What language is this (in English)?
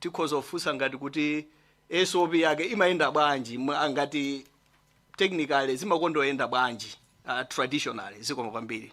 Nyanja